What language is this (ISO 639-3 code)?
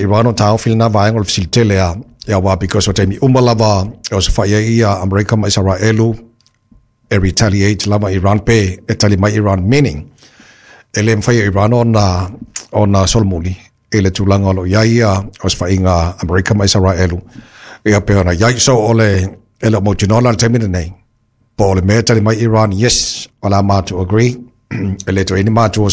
smo